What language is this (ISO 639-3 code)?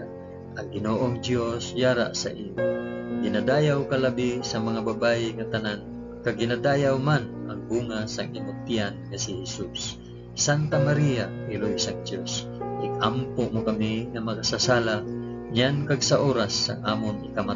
hil